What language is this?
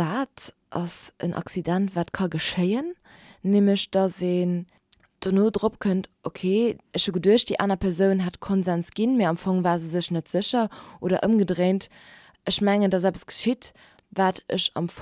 Luxembourgish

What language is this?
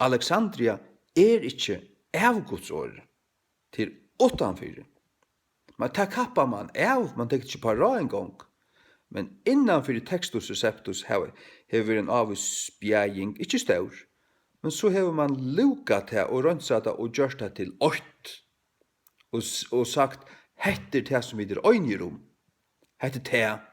Faroese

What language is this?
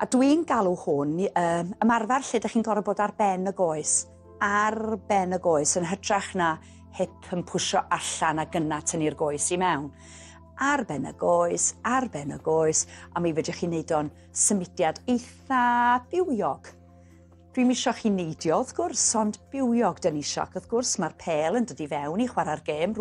Welsh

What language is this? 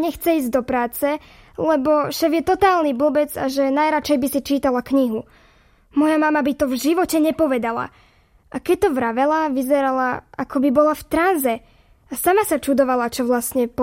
Slovak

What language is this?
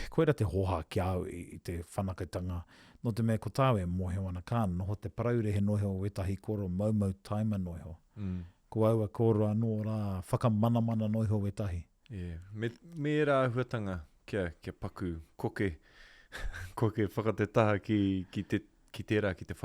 Māori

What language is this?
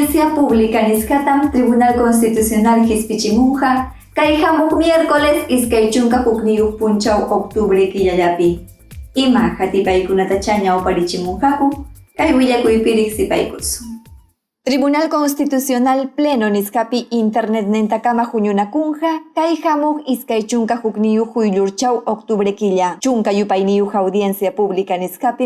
Ayacucho Quechua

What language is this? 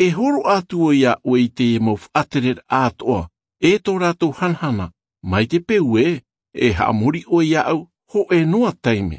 Tahitian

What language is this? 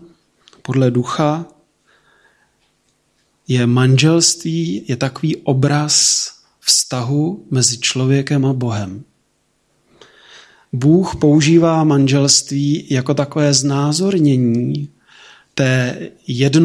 Czech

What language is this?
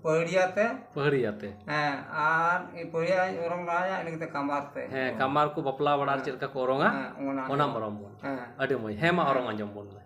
Santali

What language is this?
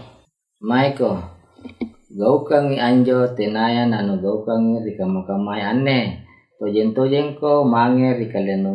Makasar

